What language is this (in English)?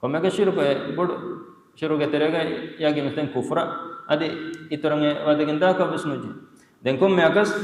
Divehi